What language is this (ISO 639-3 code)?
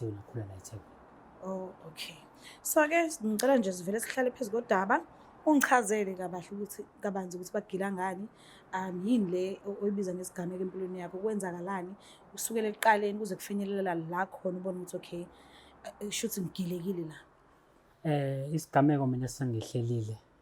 zul